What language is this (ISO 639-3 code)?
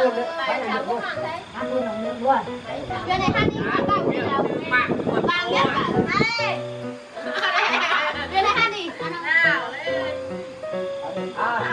vie